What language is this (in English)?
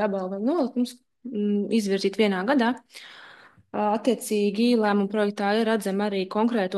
Latvian